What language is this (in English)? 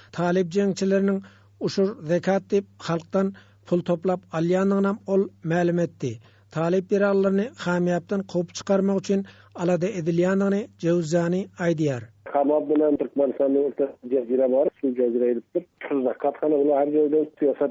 Turkmen